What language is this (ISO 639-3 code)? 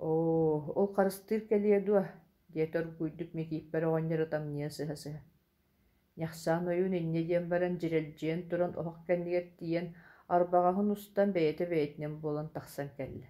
sah